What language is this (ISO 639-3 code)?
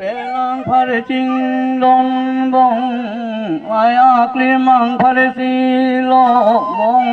mjw